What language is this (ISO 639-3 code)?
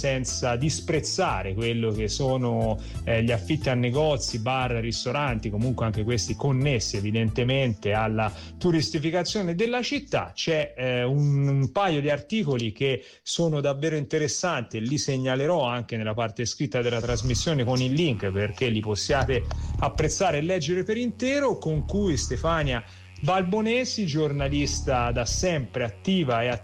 ita